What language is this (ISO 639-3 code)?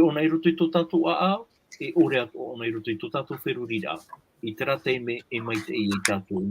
tah